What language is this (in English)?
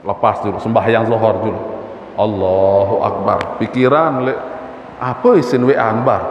Sasak